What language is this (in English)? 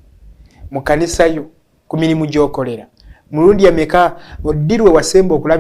Ganda